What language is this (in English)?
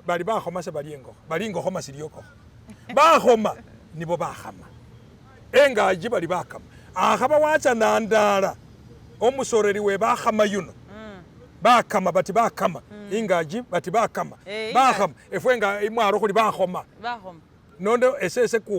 Masaaba